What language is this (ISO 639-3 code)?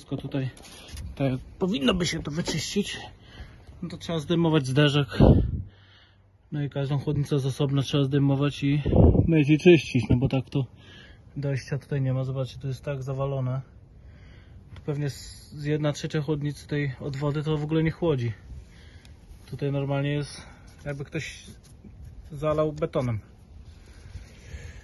pol